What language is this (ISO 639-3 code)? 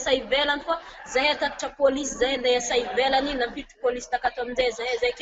mlg